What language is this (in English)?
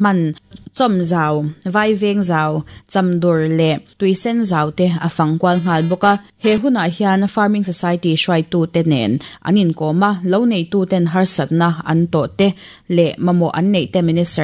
Mizo